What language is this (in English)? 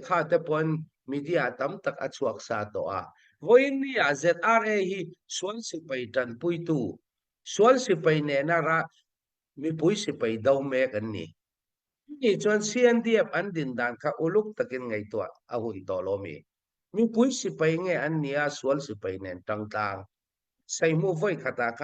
Hakha Chin